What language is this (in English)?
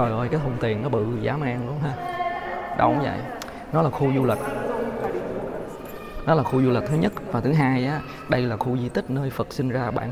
Vietnamese